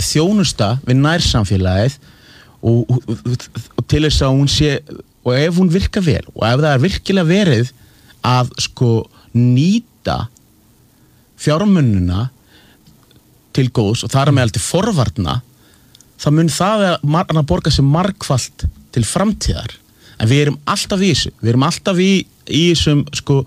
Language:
Icelandic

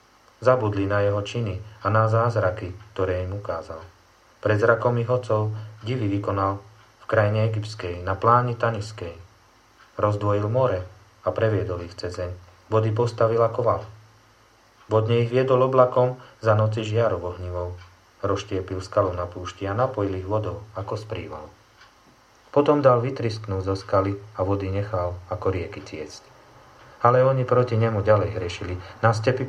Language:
Slovak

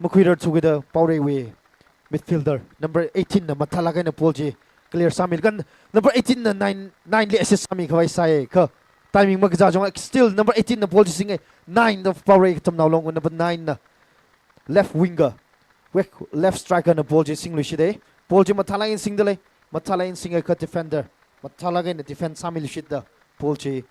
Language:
Tangkhul Naga (India)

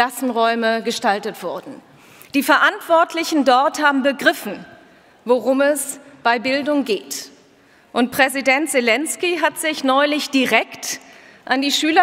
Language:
German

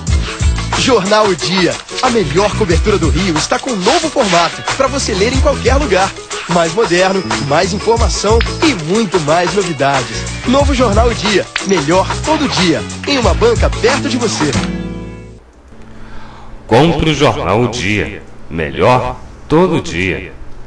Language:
Portuguese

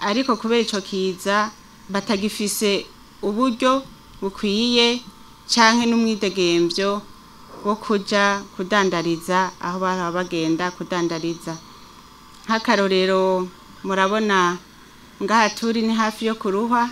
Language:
Rundi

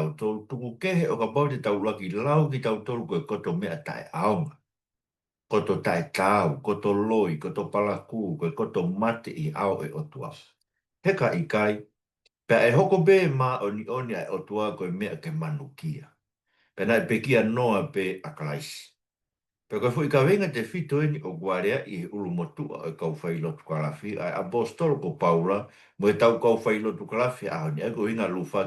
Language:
Tongan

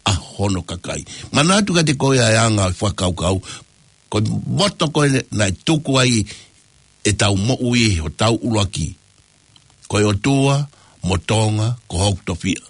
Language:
Tongan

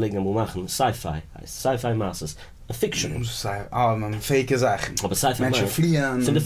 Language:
Yiddish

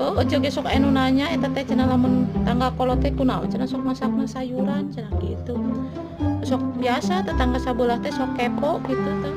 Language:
Sundanese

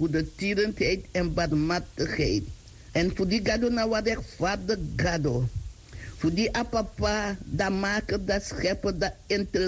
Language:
Sranan Tongo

